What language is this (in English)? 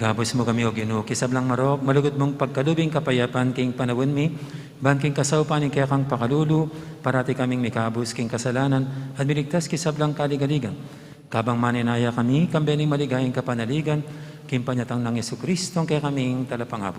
Pampanga